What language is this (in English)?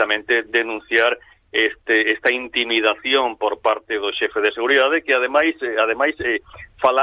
Galician